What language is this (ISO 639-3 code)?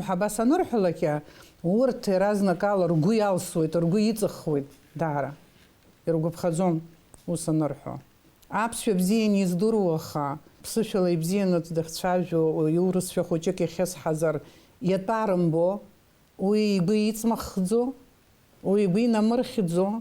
abk